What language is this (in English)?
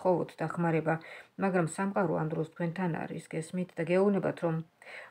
Georgian